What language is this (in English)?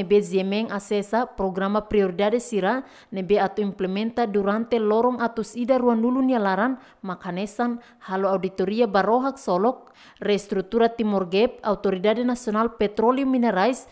Tetum